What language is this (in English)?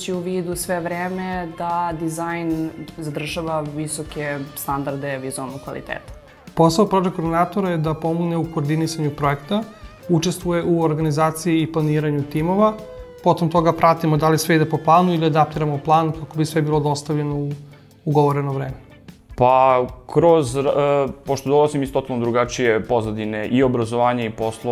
Serbian